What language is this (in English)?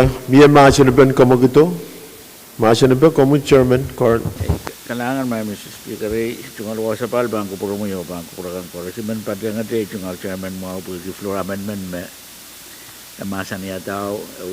Pohnpeian